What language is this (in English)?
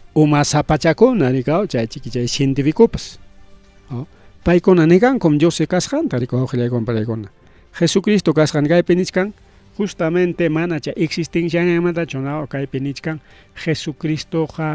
Ayacucho Quechua